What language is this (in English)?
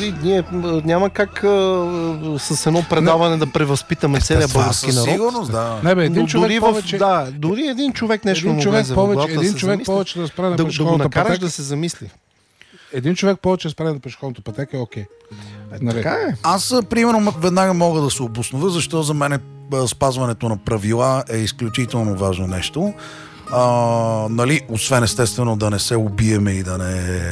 Bulgarian